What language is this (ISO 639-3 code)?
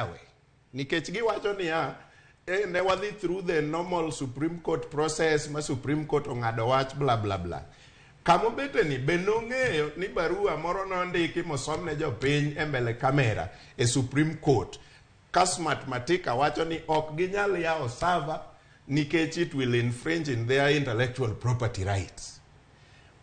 luo